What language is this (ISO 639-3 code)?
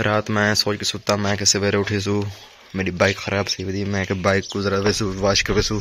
skr